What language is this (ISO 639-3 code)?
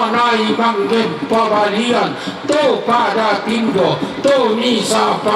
sda